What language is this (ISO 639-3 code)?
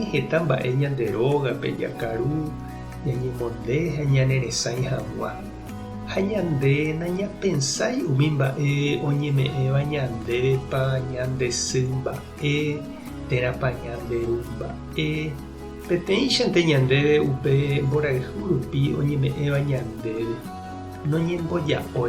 grn